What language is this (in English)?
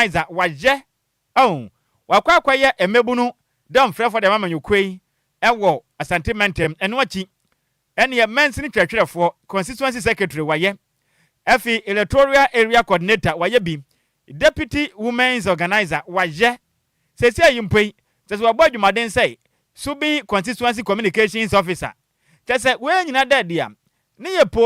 Akan